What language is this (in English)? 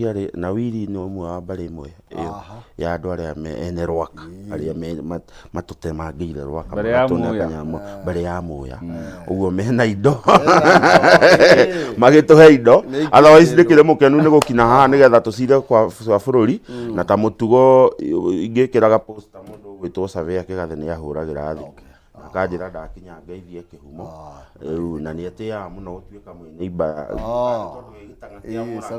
Kikuyu